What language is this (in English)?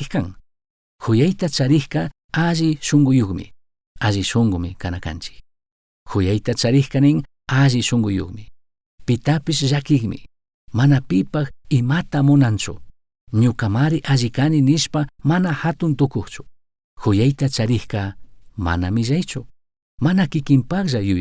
Chimborazo Highland Quichua